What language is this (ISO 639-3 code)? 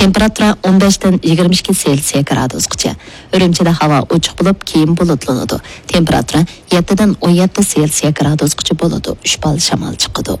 uig